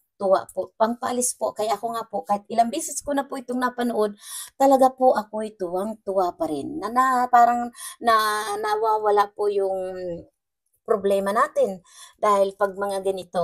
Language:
Filipino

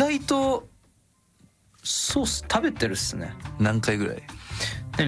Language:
Japanese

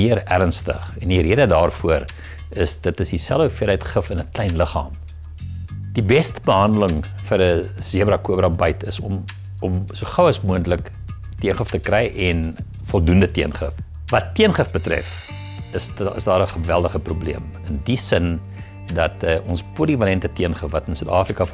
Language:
Afrikaans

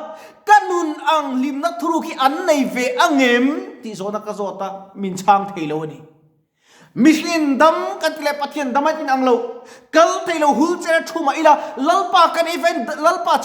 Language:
Mizo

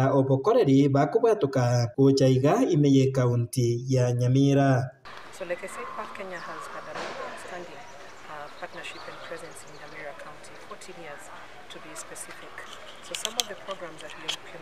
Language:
Gusii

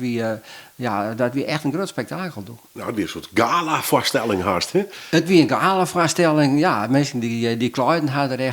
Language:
Western Frisian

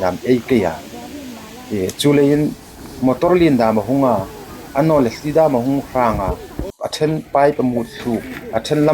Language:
Hmar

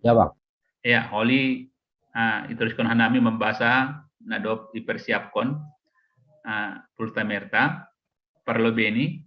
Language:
Batak Simalungun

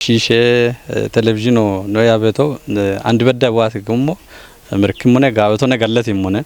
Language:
Kafa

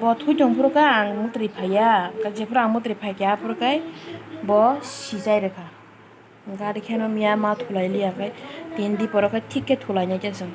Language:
Kok Borok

